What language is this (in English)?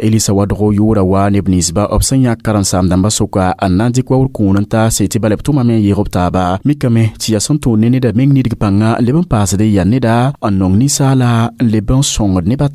Mossi